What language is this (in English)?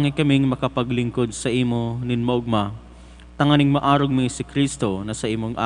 Bikol